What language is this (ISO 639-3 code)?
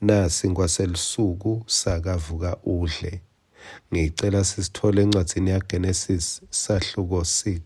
ssw